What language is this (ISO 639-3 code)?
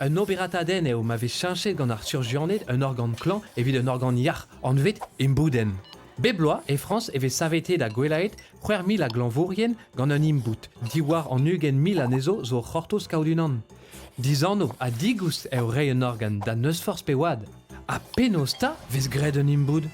bre